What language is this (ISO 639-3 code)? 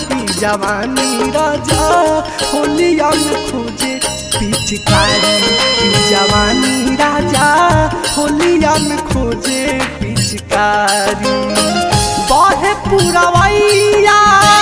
bho